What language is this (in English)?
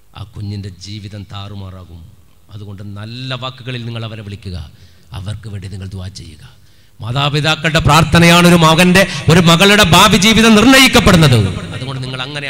Malayalam